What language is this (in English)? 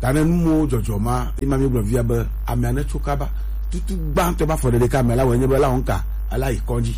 Gen